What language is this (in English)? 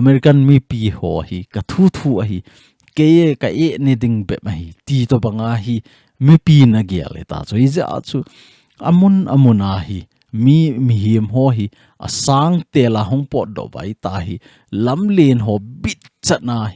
Thado Chin